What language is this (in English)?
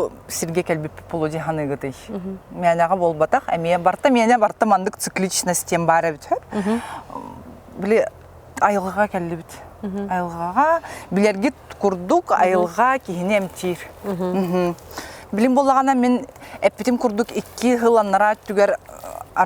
Yakut